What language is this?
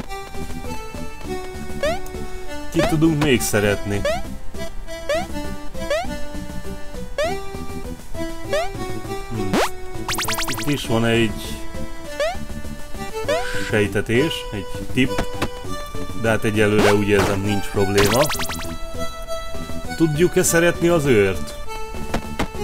Hungarian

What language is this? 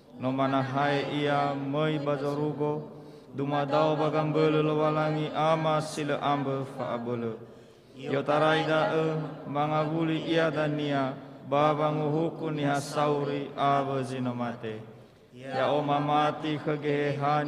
Nias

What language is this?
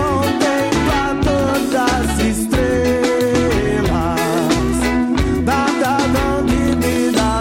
Portuguese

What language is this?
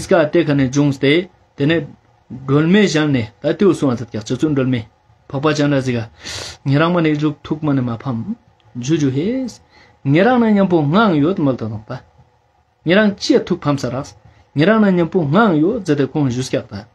Ladakhi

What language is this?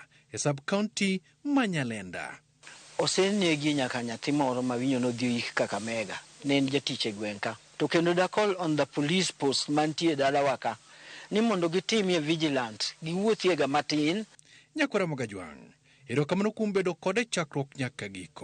Luo (Kenya and Tanzania)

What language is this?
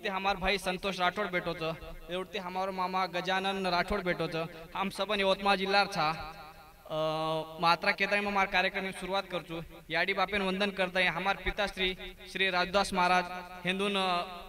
Lambadi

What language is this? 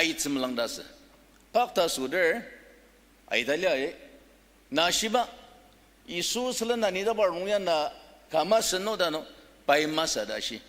Ao Naga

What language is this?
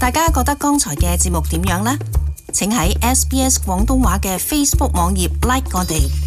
Cantonese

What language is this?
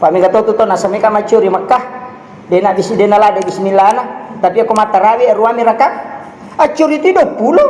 Buginese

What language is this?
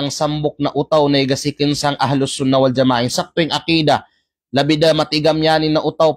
Kalagan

